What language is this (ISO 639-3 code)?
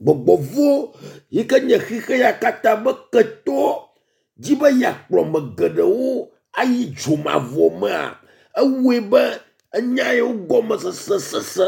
ewe